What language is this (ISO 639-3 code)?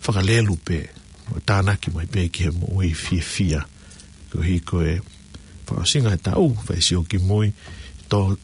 ton